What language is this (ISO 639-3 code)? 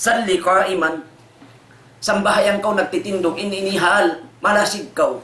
tsg